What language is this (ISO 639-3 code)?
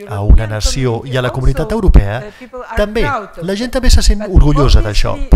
cat